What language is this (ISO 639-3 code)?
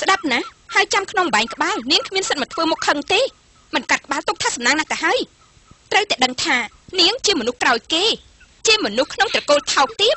khm